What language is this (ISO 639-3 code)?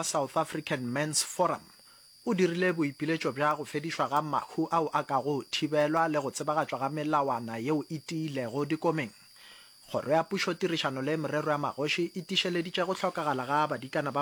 nso